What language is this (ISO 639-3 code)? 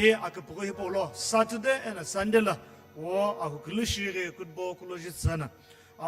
nsm